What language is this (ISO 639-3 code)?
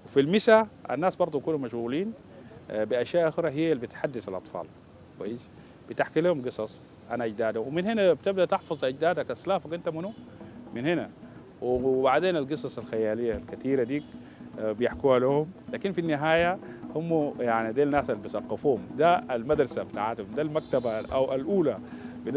din